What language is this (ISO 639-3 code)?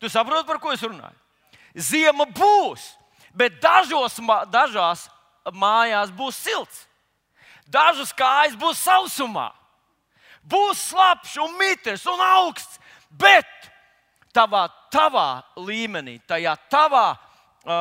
lav